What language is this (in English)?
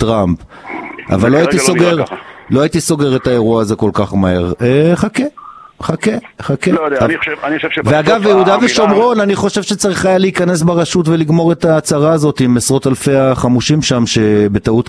Hebrew